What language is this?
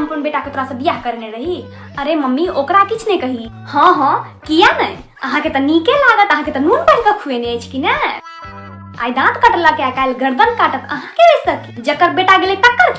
Maithili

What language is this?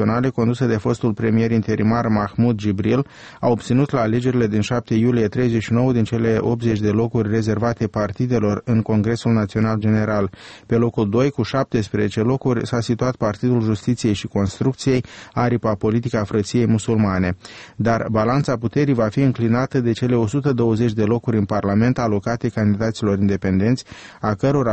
Romanian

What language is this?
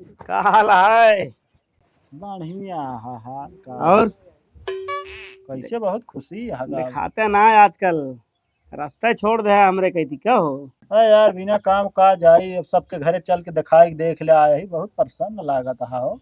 Awadhi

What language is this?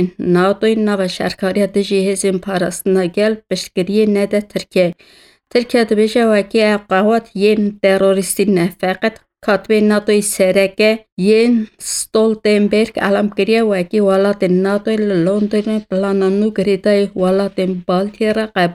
Kurdish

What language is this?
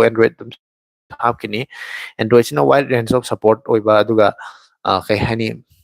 Manipuri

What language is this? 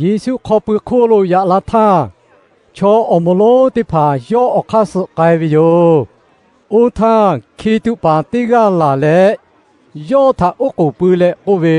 Lahu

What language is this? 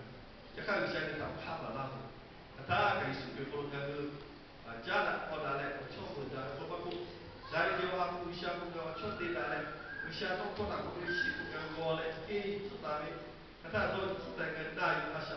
Lahu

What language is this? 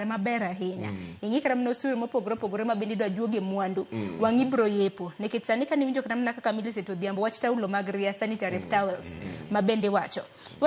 Luo (Kenya and Tanzania)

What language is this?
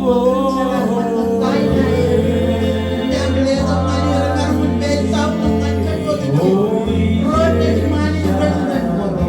Marshallese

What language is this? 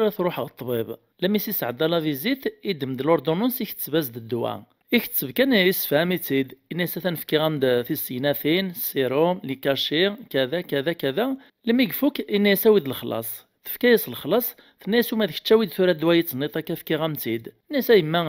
Kabyle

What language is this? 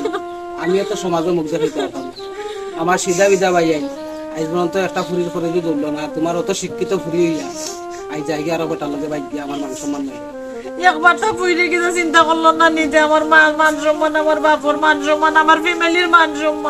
Sylheti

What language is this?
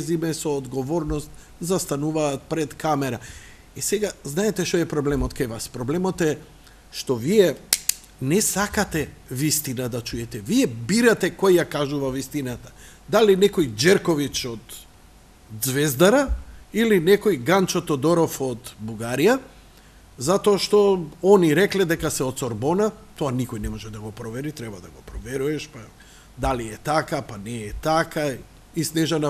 Macedonian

